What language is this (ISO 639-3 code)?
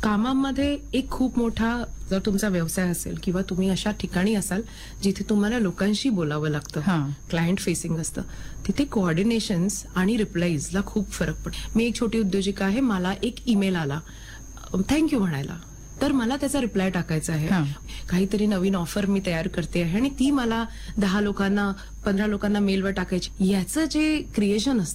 mar